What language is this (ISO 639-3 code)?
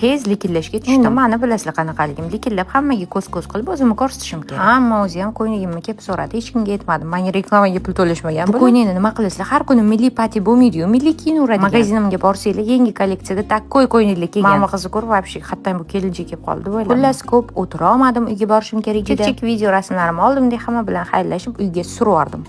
uzb